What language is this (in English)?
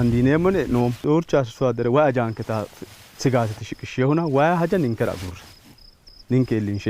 Sidamo